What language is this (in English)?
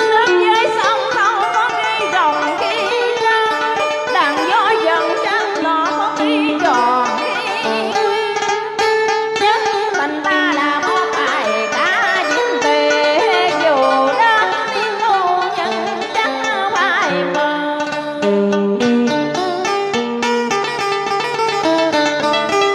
Vietnamese